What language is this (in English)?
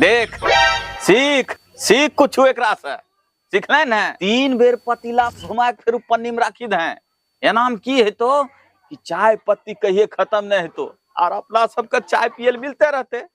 Angika